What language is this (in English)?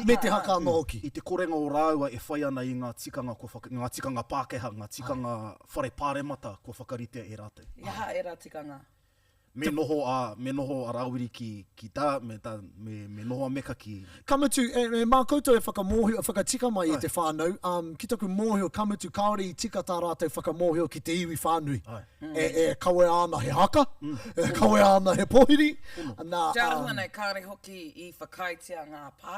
Māori